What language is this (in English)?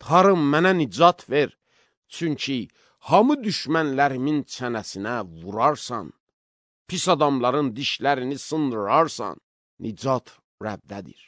Azerbaijani